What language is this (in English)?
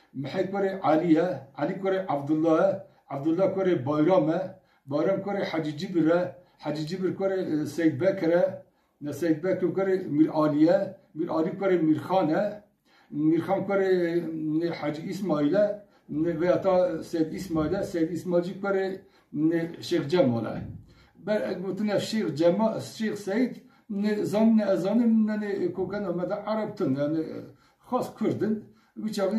Kurdish